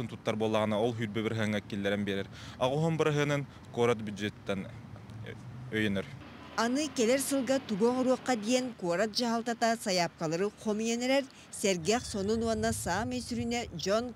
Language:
Yakut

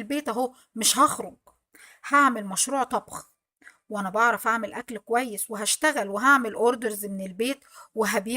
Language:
Egyptian Arabic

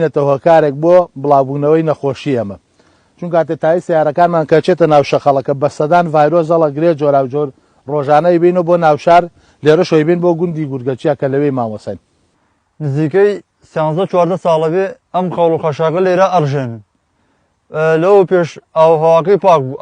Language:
Central Kurdish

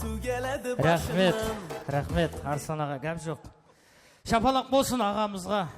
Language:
Kara-Kalpak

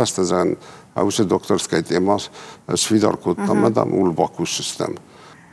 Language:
Ossetic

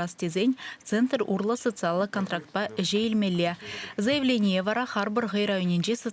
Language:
Chuvash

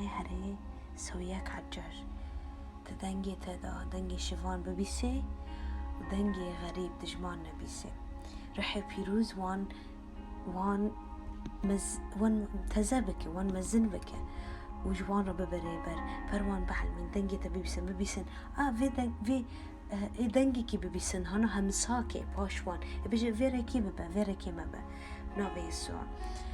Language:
Kurdish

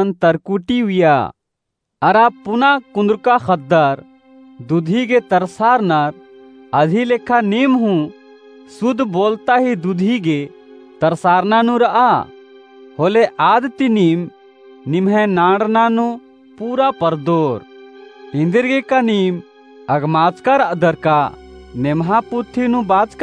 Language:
Kurukh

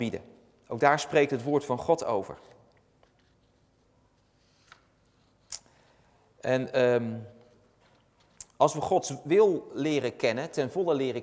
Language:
Dutch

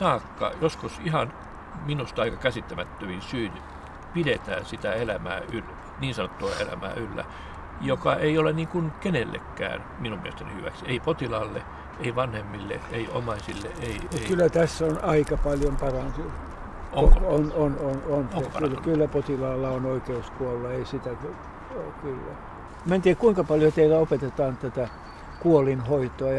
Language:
Finnish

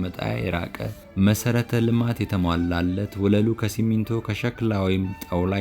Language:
Amharic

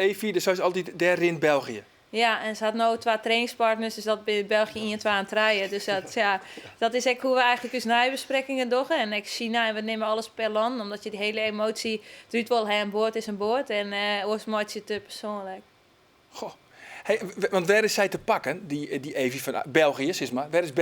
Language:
Western Frisian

